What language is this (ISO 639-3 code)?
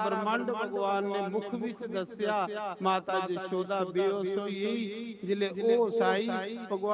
doi